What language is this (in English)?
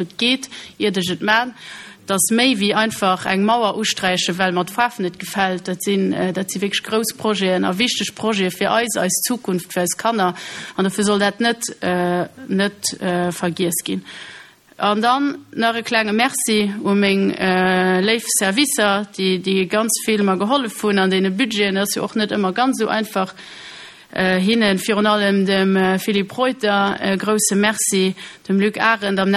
Luxembourgish